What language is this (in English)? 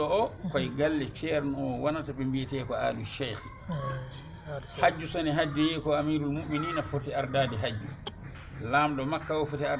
Fula